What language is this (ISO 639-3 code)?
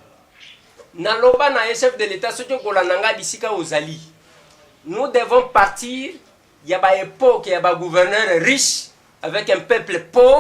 lin